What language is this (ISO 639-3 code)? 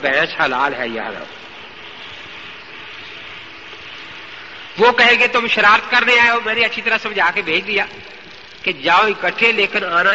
urd